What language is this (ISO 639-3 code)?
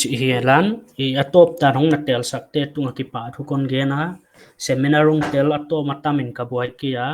pck